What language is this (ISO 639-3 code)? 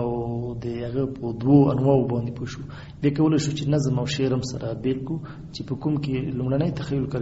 pus